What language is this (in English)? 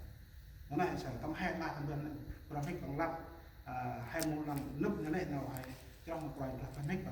Central Mnong